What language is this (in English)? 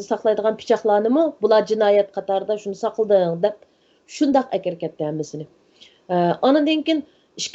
Uyghur